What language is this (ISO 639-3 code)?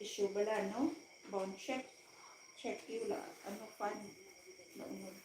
hil